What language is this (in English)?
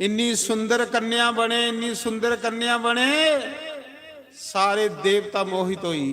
Dogri